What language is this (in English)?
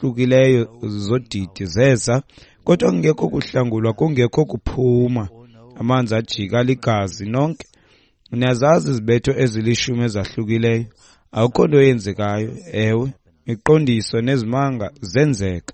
Xhosa